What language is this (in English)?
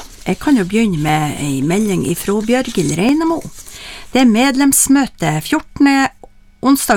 Norwegian